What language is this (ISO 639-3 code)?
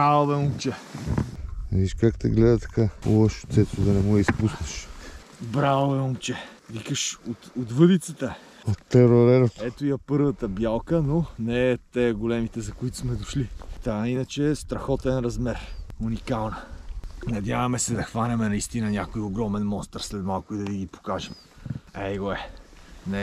bul